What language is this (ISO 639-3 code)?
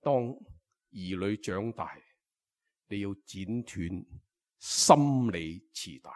yue